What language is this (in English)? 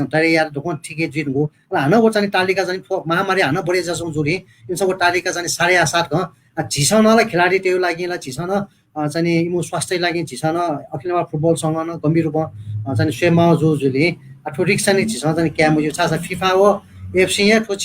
Newari